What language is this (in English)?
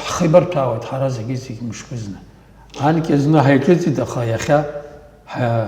Abkhazian